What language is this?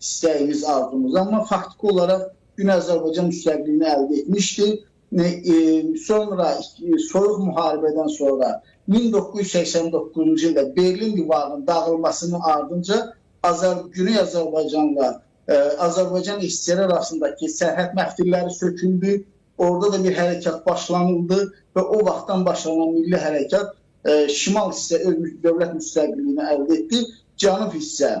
Azerbaijani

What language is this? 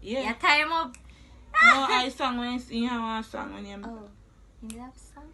Jamaican Creole English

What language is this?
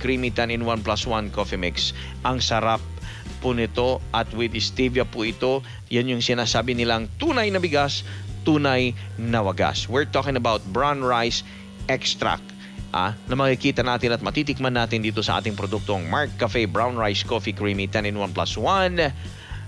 Filipino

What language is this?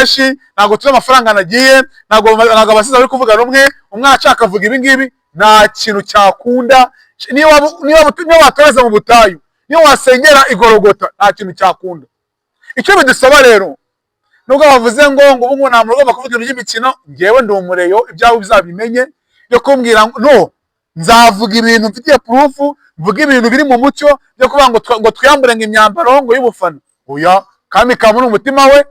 Kinyarwanda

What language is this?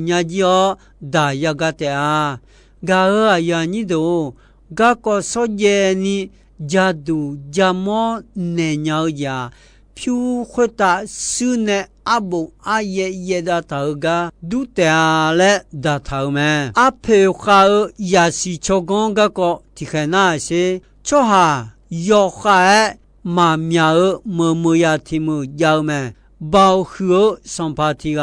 Akha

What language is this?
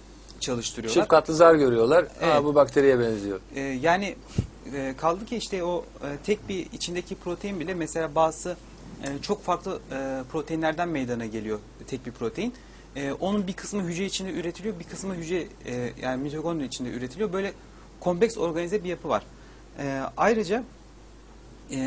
Turkish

